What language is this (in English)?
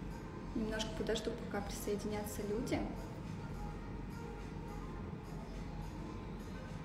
Russian